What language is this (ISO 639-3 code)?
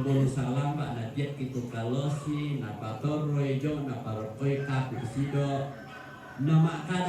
sda